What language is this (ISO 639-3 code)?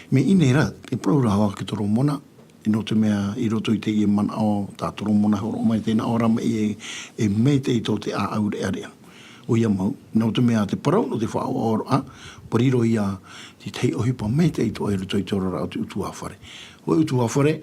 tah